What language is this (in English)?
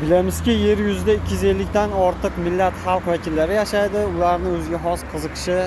Uzbek